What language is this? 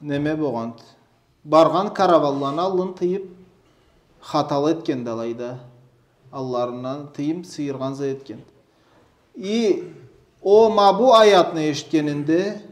Karachay-Balkar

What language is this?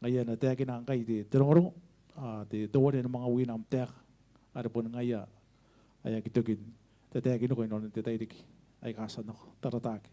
Gilbertese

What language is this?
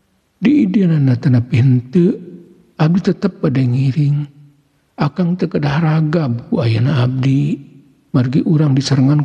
Sundanese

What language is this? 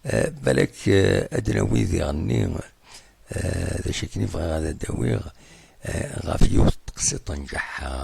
Kabyle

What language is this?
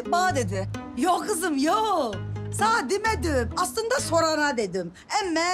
Turkish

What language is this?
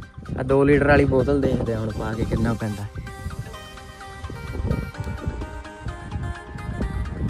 Punjabi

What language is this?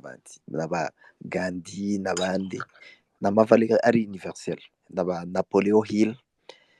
Kinyarwanda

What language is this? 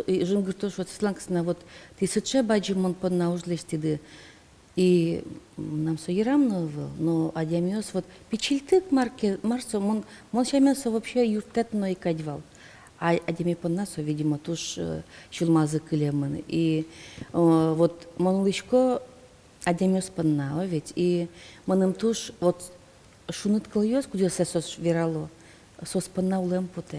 Udmurt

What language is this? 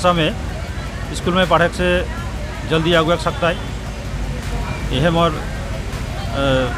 Sadri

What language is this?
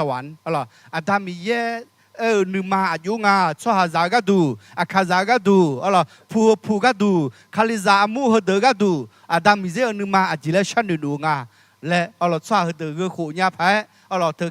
Akha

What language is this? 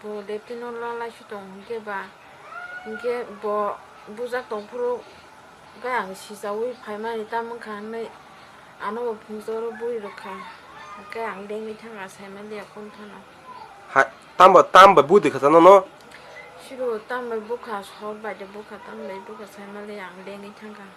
Kok Borok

